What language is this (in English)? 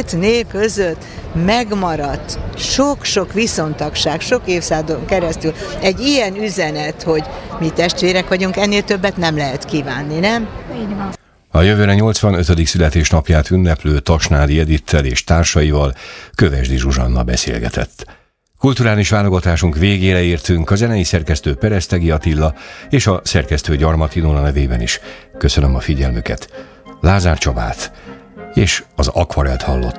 Hungarian